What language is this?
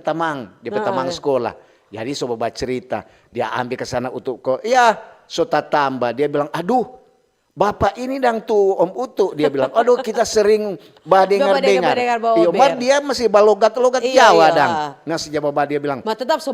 Manado Malay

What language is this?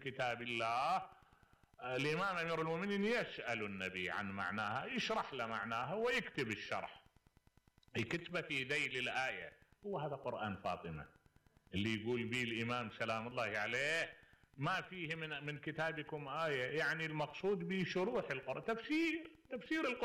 Mesopotamian Arabic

